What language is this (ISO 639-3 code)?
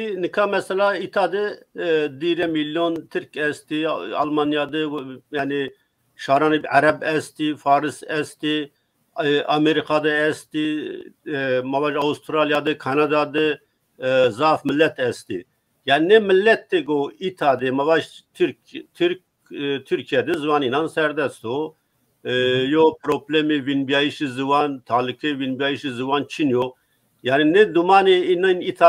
zza